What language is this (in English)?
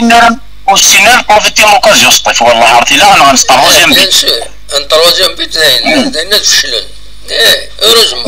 Kabyle